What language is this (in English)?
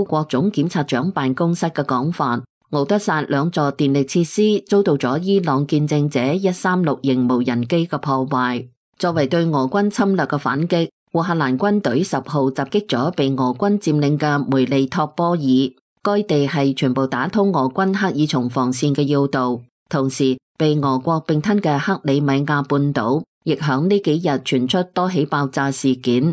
Cantonese